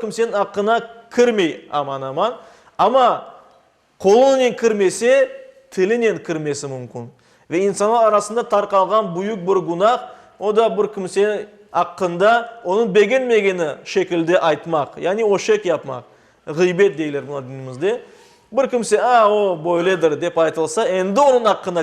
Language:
Crimean Tatar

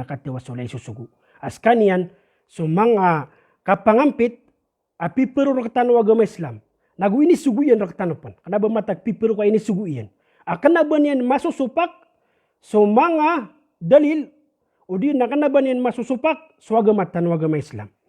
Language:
Maranao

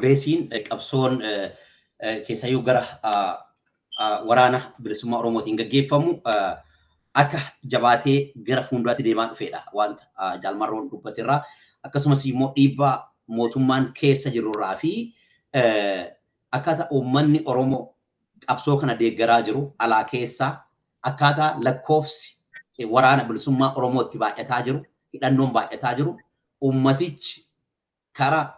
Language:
Oromo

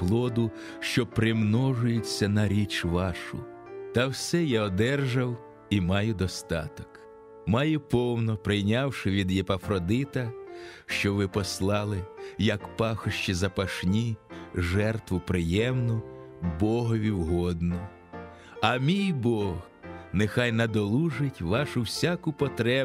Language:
Ukrainian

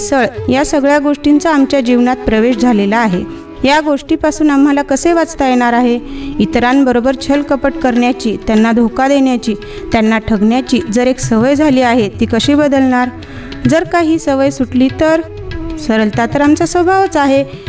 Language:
Marathi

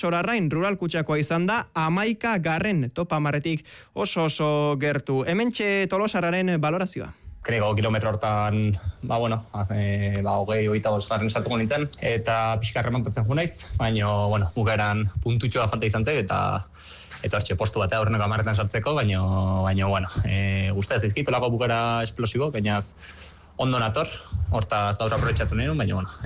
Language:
Basque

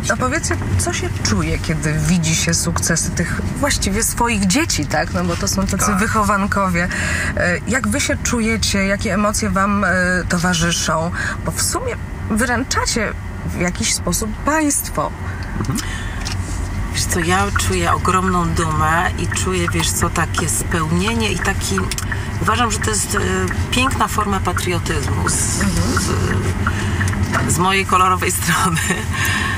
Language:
Polish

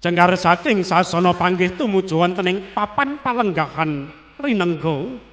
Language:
Javanese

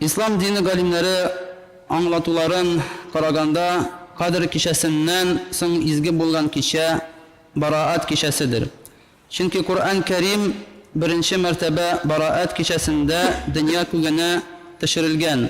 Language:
Tatar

